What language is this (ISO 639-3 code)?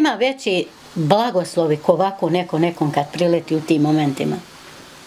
bos